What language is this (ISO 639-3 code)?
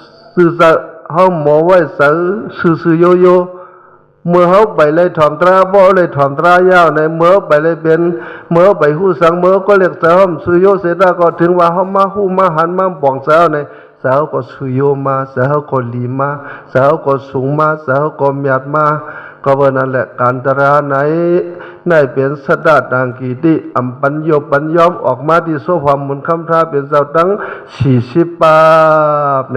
shn